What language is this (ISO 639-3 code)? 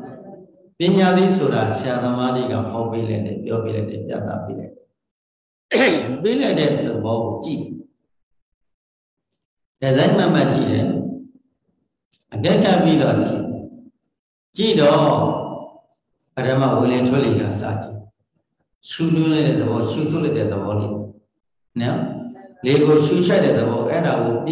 mya